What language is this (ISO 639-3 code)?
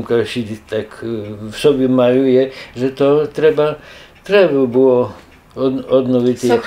rue